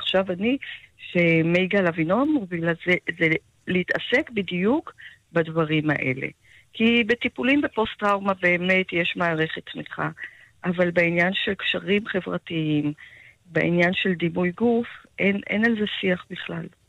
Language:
Hebrew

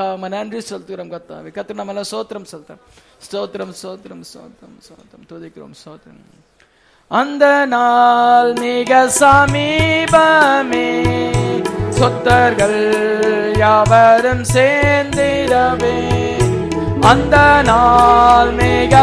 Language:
Tamil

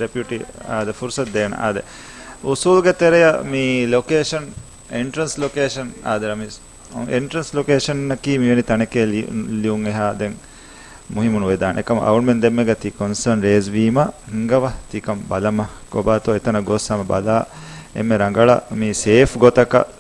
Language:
Divehi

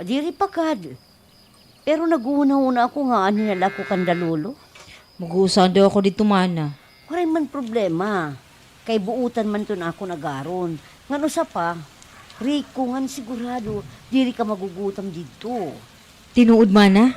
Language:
Waray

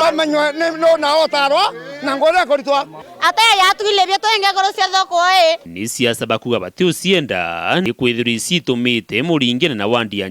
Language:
Meru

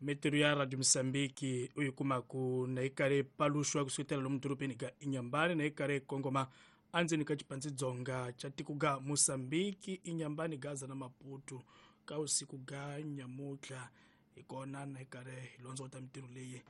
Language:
Tsonga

